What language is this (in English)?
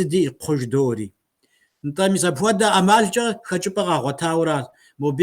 Kabardian